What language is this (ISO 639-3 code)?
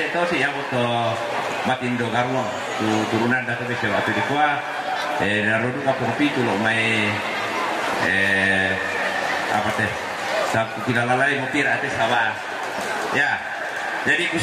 sda